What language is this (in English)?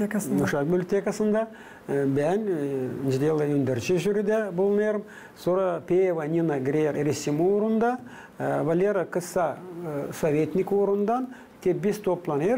Gagauz